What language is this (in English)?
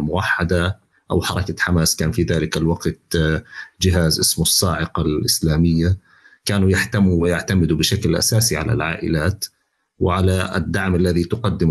North Levantine Arabic